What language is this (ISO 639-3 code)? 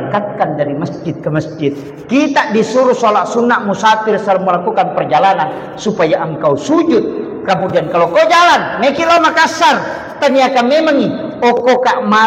bug